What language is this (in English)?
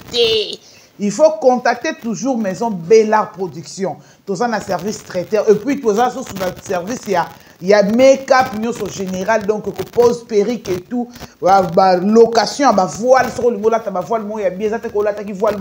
Lingala